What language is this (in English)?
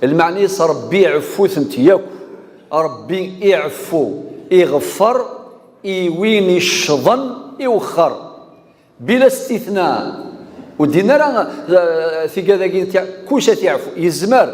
Kabyle